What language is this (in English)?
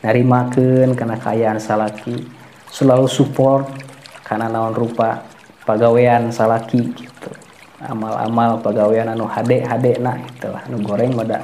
Sundanese